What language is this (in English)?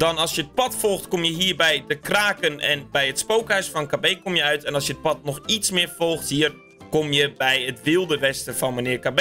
Dutch